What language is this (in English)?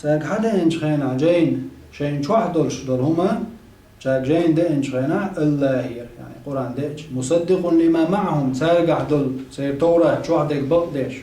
Chechen